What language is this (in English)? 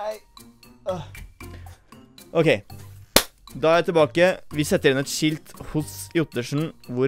Norwegian